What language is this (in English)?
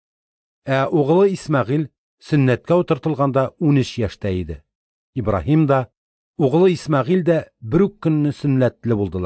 Tatar